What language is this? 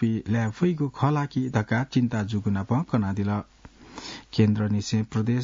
Newari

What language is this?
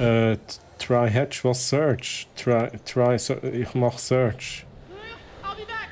Swiss German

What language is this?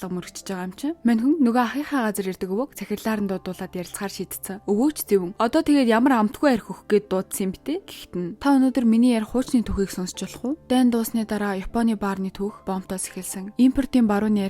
Mongolian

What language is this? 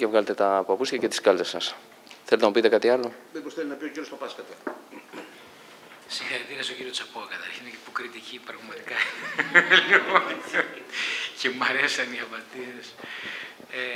Greek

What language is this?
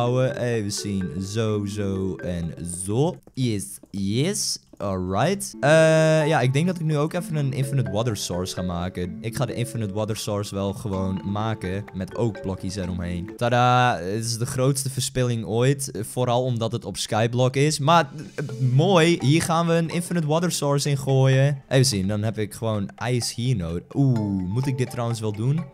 Dutch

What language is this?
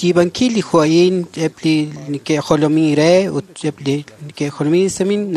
Kekchí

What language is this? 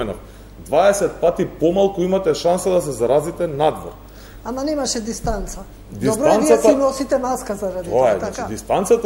Macedonian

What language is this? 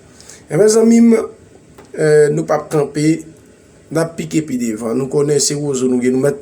Haitian Creole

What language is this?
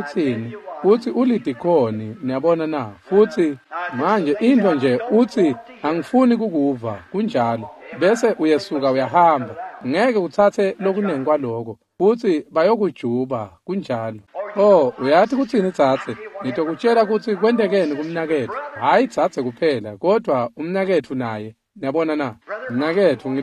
Swati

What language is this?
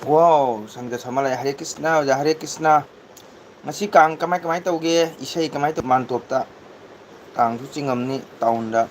Manipuri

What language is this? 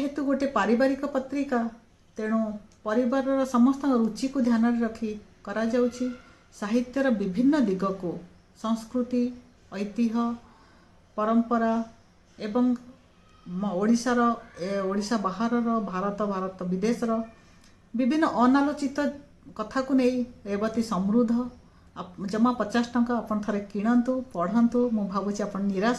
Odia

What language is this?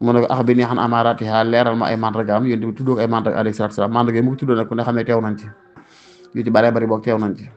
Wolof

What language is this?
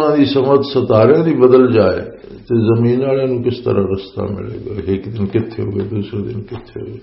Western Panjabi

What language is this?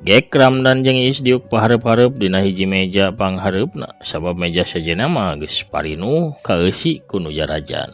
Sundanese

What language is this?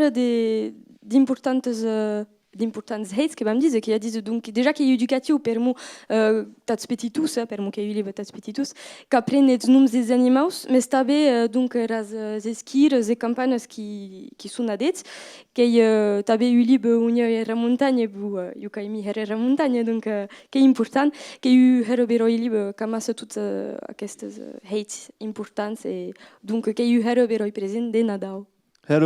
Occitan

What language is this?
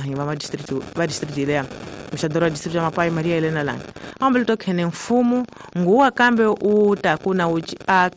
Tsonga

